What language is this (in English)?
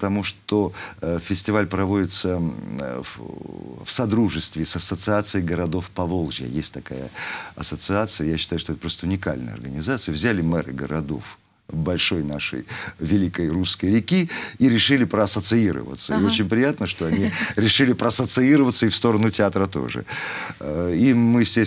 Russian